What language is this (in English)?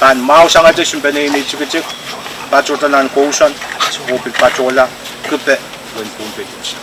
Pohnpeian